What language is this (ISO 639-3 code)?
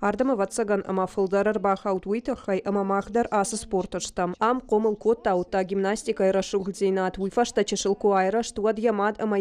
oss